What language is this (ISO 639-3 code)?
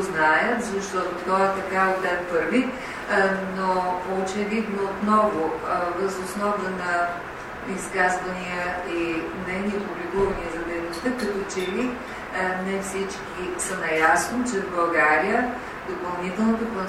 bul